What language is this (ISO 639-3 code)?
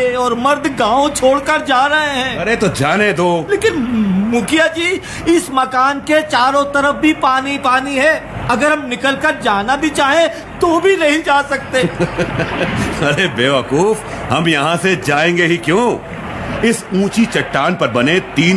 hin